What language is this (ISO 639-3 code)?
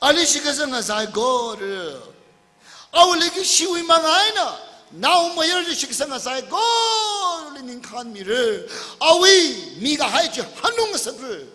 nmf